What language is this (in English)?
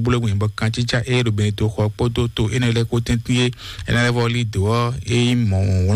Fon